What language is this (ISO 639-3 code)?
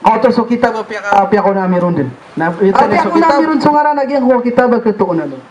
mrw